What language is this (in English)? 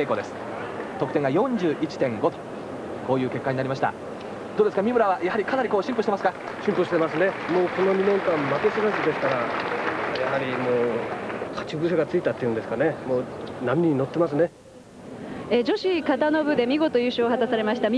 Japanese